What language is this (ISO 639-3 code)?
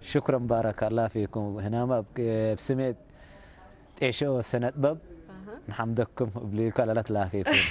tig